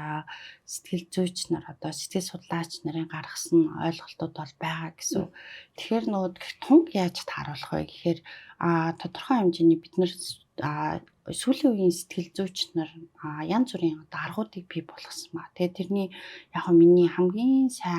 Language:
Mongolian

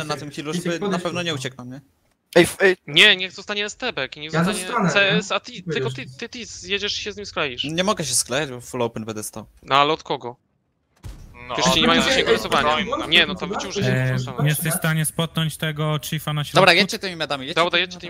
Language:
Polish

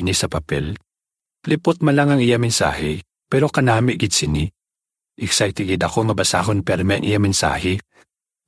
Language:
Hiligaynon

